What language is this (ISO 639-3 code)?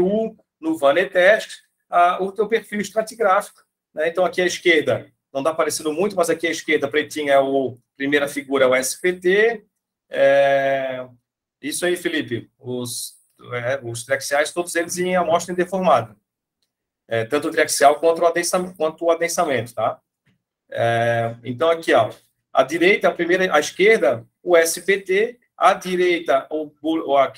por